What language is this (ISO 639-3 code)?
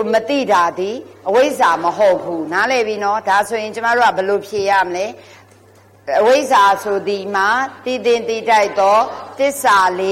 mya